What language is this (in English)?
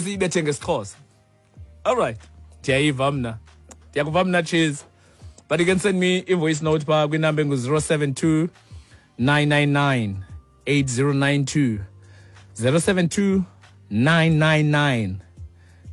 Xhosa